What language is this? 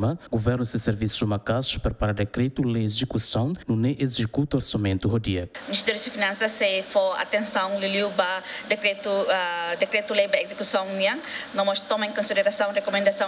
Tetum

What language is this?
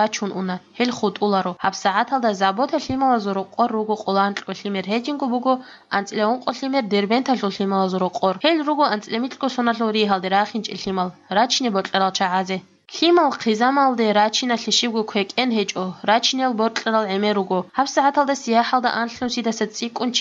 Avaric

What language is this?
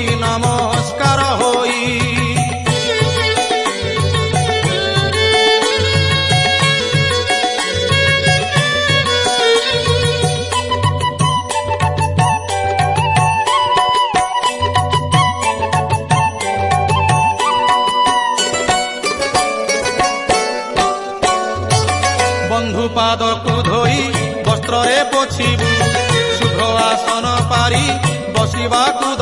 Odia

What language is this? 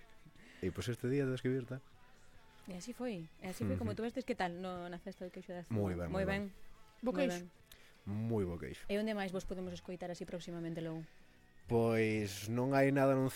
Galician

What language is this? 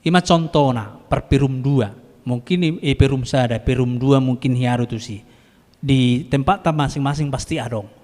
Batak Toba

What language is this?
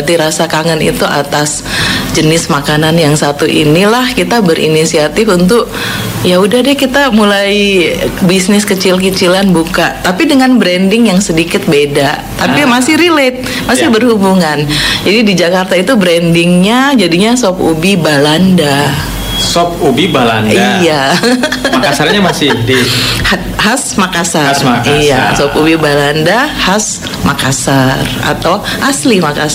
Indonesian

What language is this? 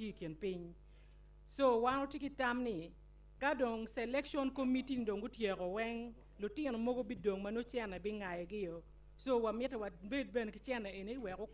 Acoli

